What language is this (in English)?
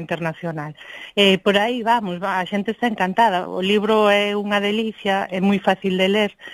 Galician